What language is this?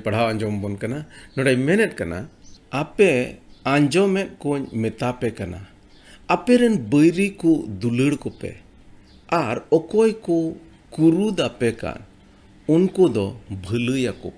Santali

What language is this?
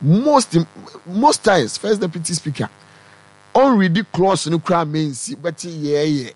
Akan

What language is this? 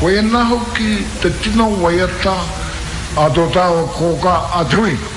Māori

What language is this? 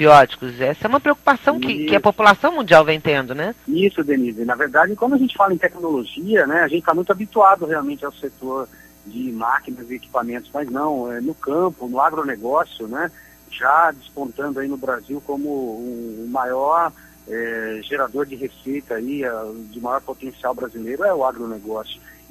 Portuguese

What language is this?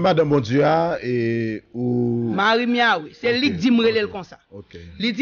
Haitian Creole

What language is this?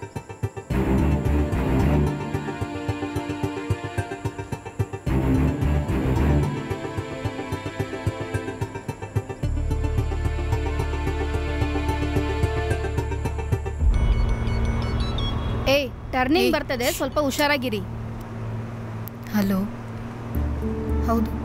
Kannada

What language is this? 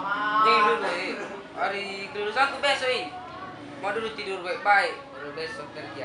Makassar Malay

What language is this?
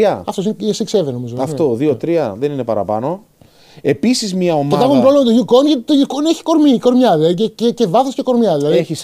Greek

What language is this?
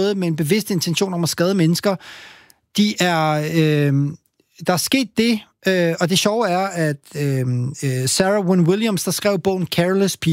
Danish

